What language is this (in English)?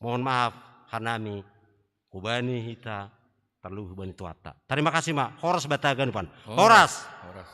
Batak Simalungun